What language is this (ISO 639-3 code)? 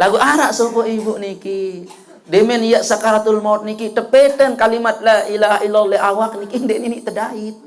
sas